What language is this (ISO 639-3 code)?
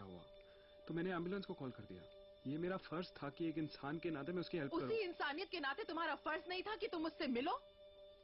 hin